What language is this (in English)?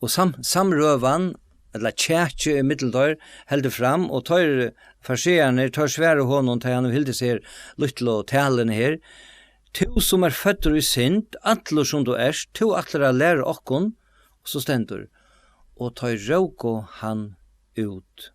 Faroese